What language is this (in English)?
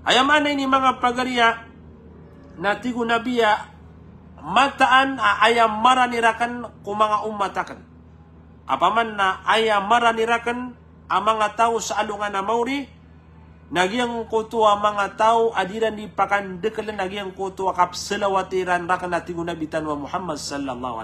Maranao